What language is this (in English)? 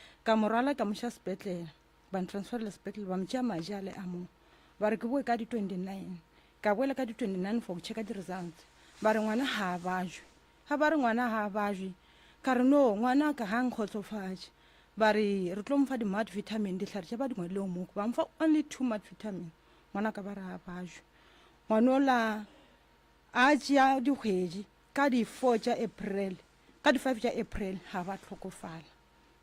Northern Sotho